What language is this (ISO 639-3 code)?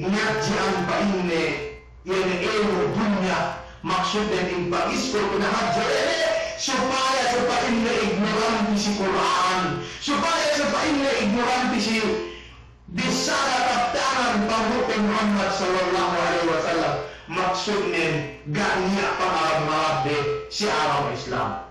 yka